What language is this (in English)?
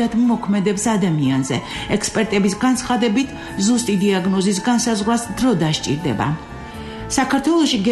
Georgian